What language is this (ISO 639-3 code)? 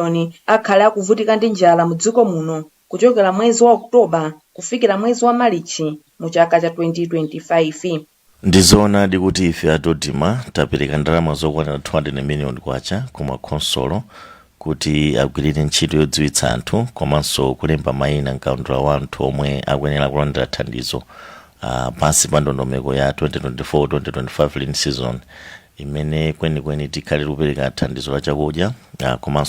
nya